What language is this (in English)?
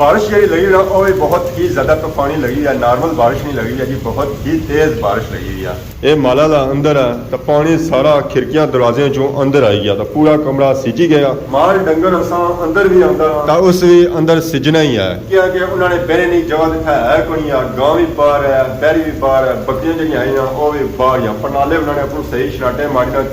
Pahari-Potwari